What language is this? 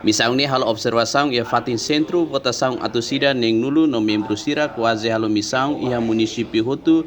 Tetum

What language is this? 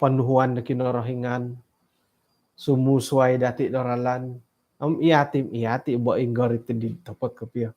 Central Dusun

